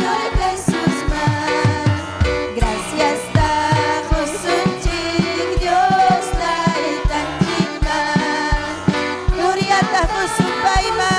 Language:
Ayacucho Quechua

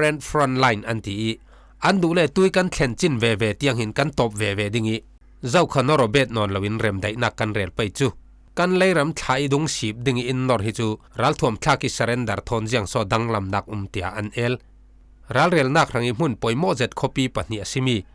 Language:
Falam Chin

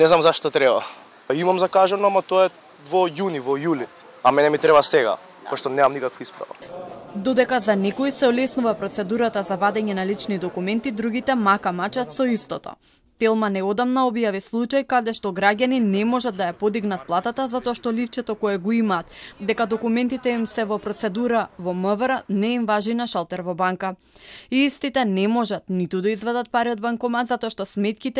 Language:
Macedonian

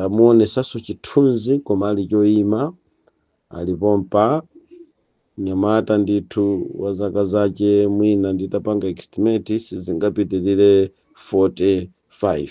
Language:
Nyanja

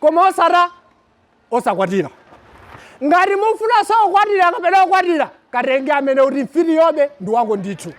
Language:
Nyanja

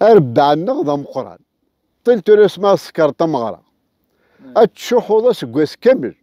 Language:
Kabyle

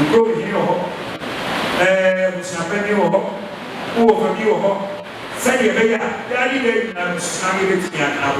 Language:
Akan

